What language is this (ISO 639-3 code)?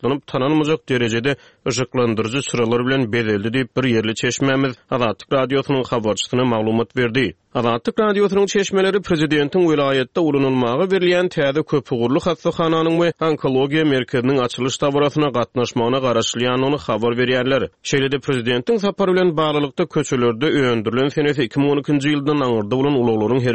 tuk